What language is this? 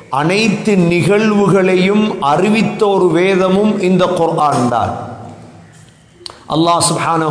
Tamil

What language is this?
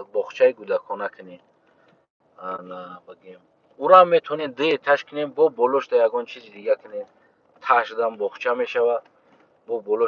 Tajik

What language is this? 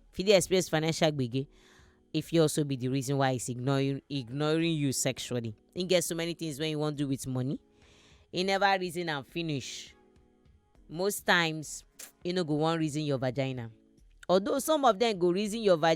Nigerian Pidgin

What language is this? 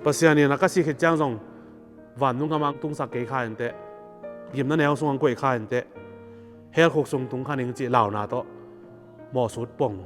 Tedim Chin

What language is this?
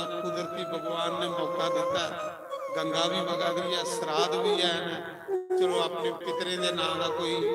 Dogri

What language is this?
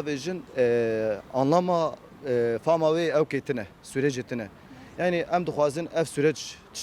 Kurdish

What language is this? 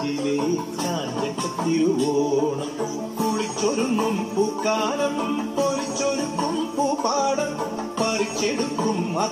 Malayalam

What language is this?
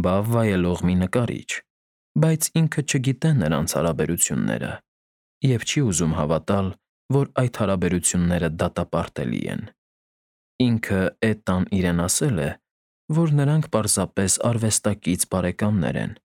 Armenian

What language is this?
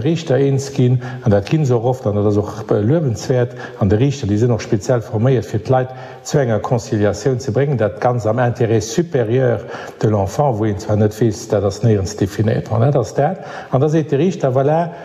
Luxembourgish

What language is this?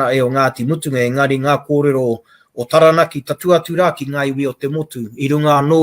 Māori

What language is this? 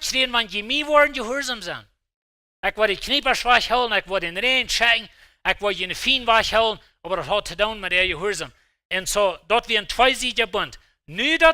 Plautdietsch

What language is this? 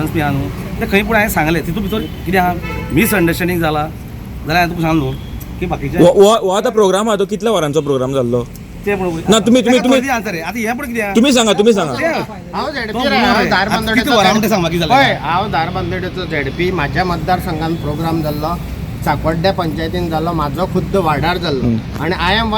Konkani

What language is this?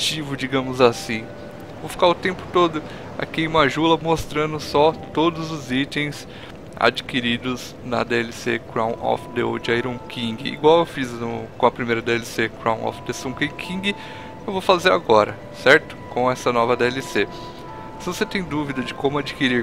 Portuguese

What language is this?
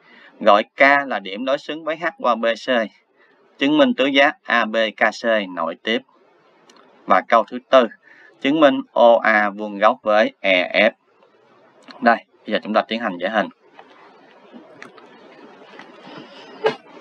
Vietnamese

